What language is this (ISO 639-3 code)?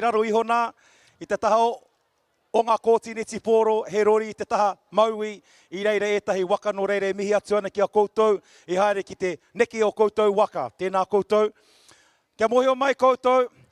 mri